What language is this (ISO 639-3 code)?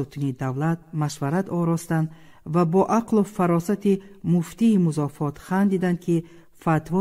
tgk